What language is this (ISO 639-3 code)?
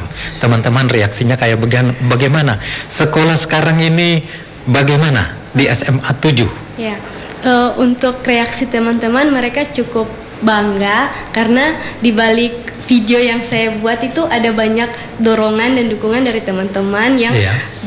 ind